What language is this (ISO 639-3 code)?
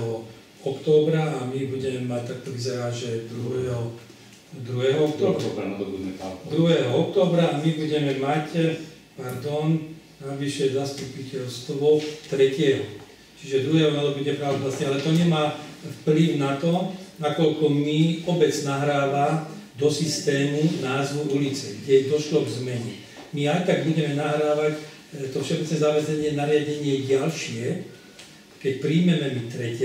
slk